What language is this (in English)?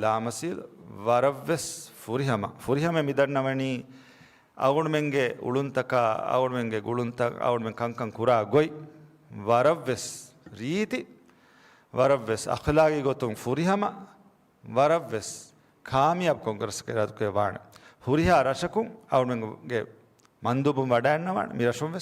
Divehi